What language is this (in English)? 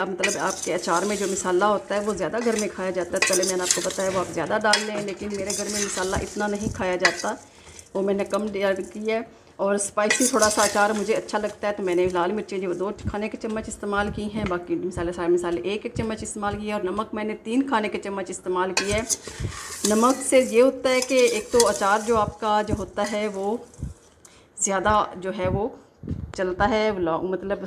Hindi